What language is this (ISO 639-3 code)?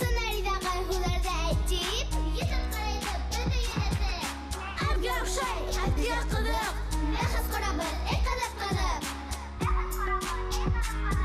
bak